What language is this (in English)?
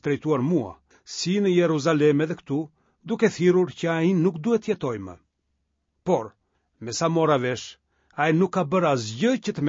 Albanian